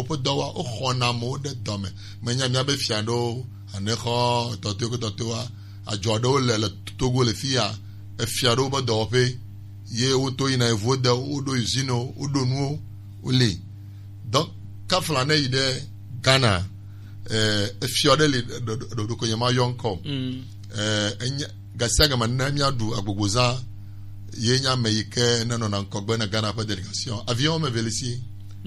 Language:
Gen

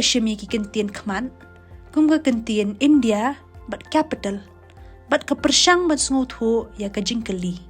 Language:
Khasi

